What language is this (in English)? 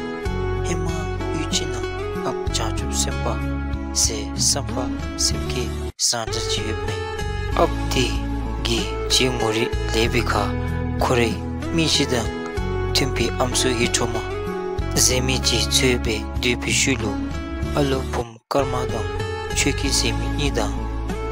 Dzongkha